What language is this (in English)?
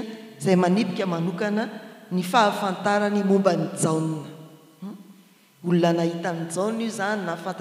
Malagasy